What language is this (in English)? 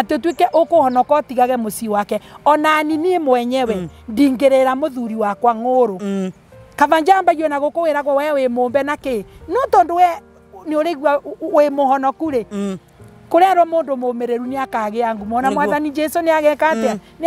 Kikuyu